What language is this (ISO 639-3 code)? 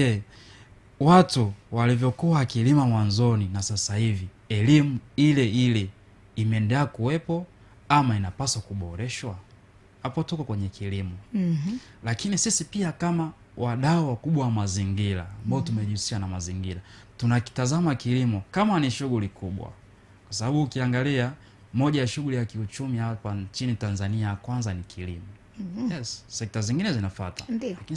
swa